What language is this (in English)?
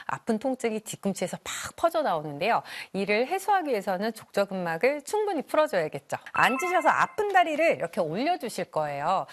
Korean